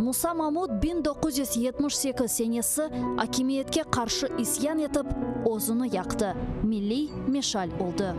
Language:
Crimean Tatar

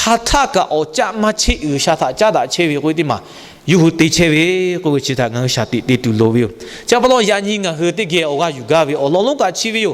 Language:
Lahu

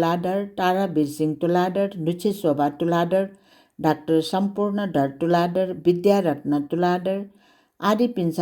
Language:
Newari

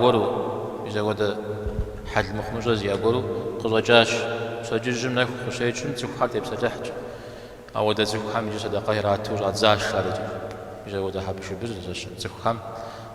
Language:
Kabardian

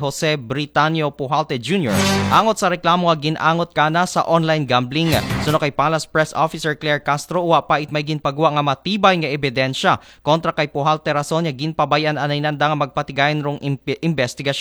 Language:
Aklanon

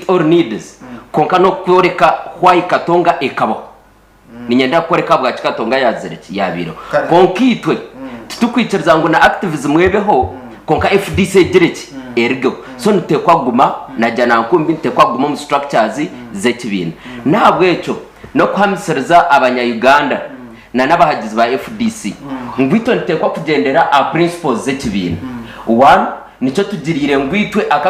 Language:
Nyankole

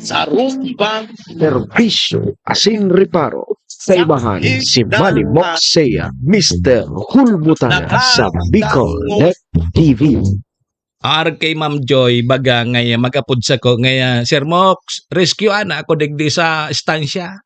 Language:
Bikol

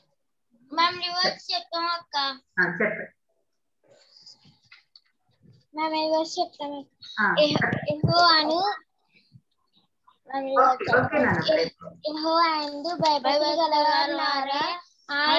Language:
Telugu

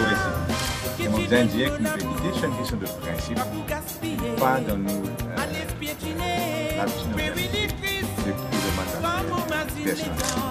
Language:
Morisyen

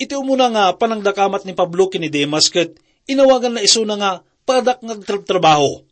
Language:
Iloko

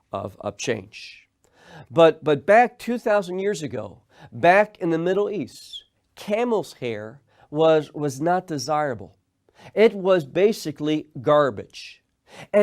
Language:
English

